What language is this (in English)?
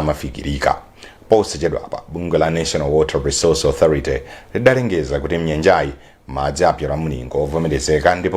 Nyanja